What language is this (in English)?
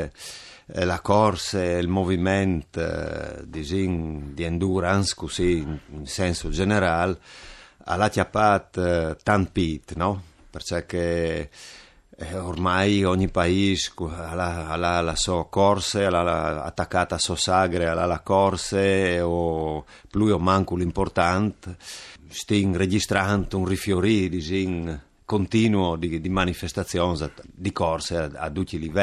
Friulian